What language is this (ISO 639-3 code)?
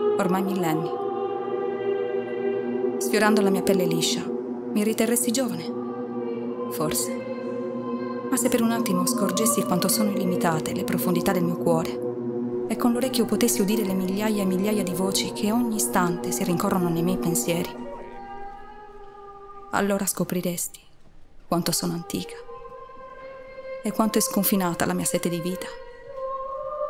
ita